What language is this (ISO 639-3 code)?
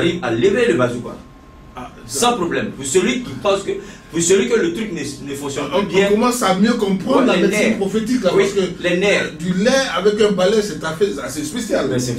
fra